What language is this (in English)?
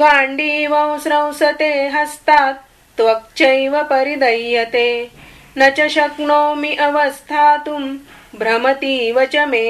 Sanskrit